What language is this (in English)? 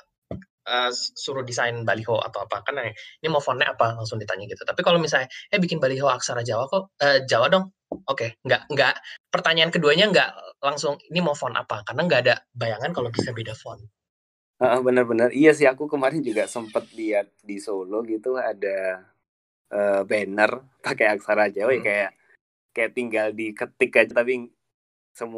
Indonesian